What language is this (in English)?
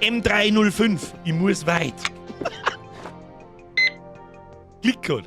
Bavarian